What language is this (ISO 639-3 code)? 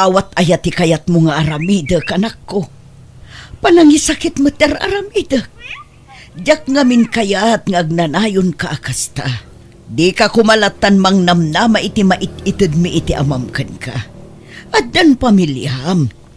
ilo